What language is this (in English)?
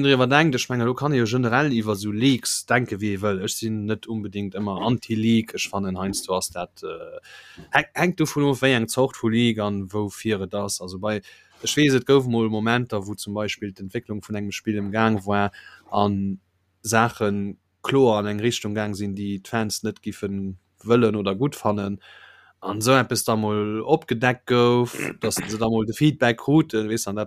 Luxembourgish